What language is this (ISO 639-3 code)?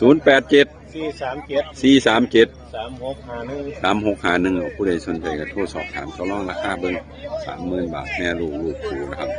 tts